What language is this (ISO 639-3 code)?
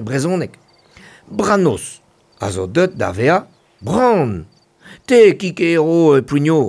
bre